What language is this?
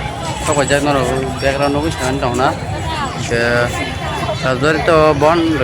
Kok Borok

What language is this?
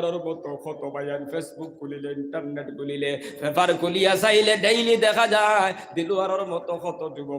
Sylheti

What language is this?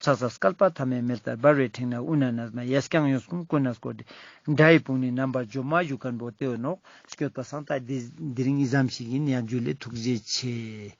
Ladakhi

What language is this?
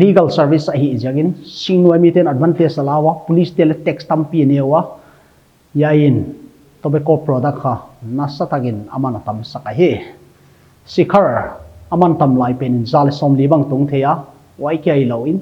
Paite Chin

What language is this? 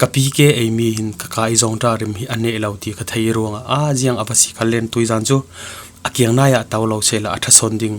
Falam Chin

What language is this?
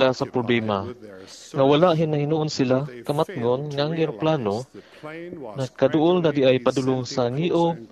Cebuano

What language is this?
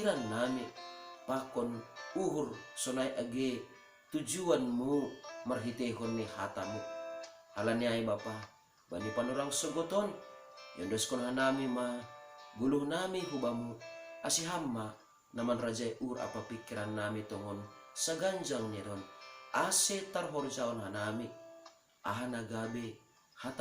Batak Simalungun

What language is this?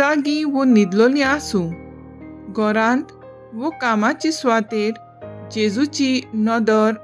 Konkani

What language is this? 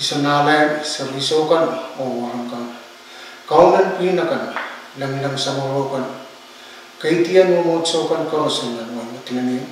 Pohnpeian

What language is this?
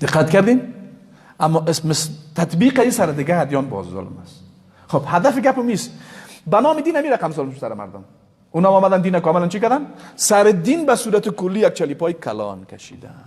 Persian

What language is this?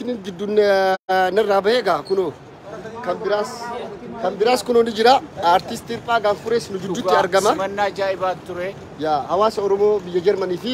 Oromo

